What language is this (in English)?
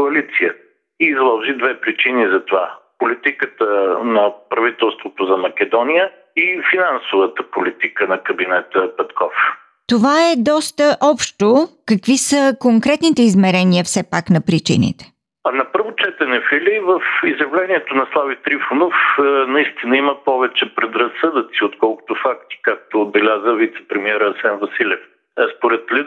Bulgarian